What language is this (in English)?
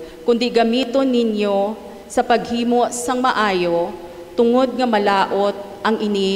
Hiligaynon